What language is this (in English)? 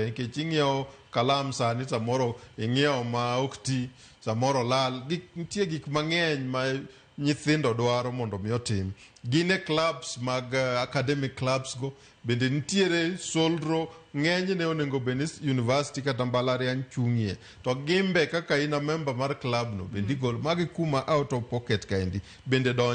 Luo (Kenya and Tanzania)